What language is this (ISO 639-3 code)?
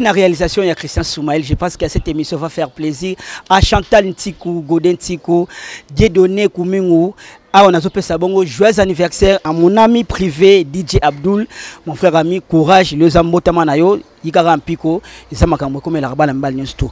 lin